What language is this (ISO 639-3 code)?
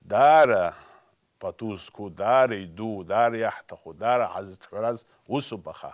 abk